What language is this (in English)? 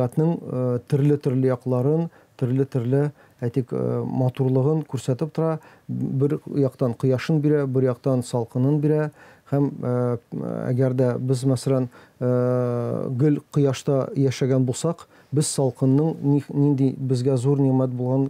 Tatar